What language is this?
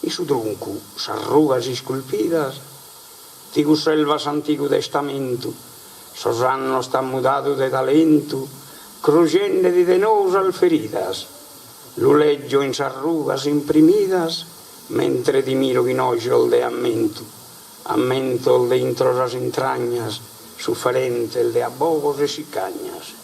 Sardinian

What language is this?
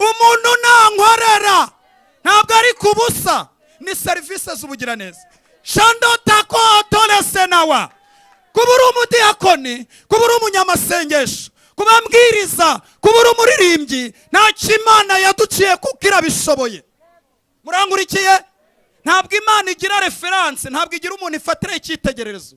Kinyarwanda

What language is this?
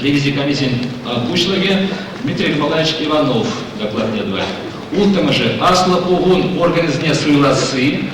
Chuvash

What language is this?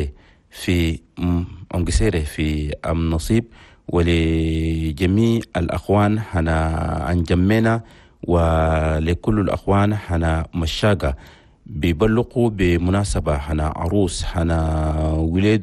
Chadian Arabic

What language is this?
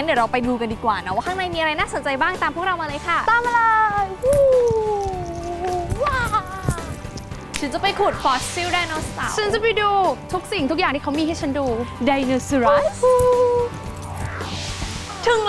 Thai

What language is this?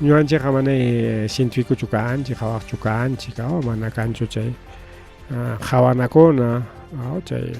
Ayacucho Quechua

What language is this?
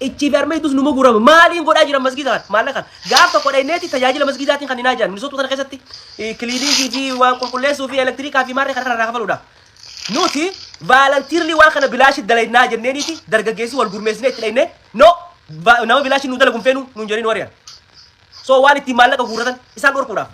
Oromo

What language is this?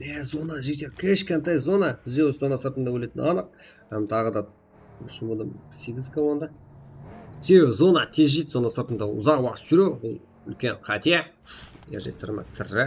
Kara-Kalpak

